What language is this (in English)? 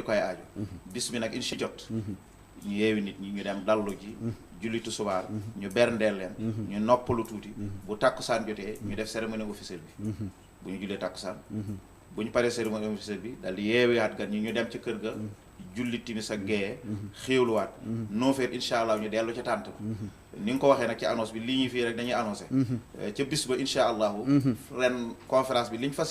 Wolof